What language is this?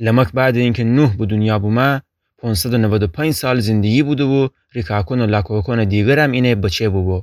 Gilaki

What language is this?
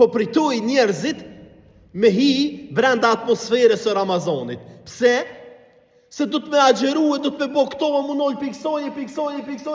Albanian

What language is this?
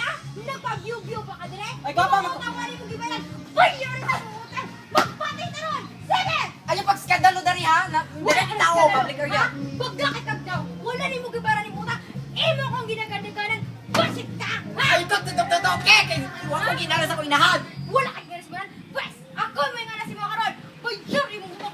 Cebuano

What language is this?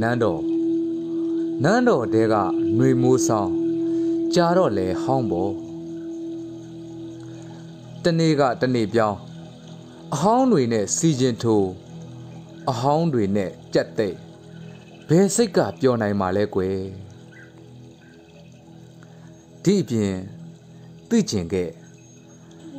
Burmese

